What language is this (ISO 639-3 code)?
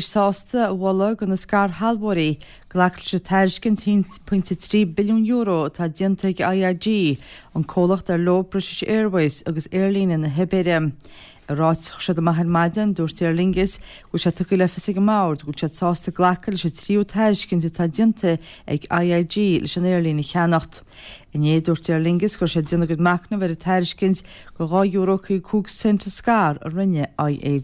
gle